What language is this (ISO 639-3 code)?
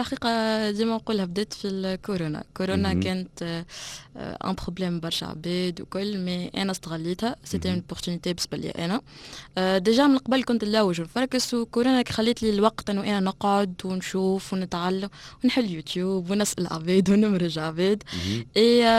aeb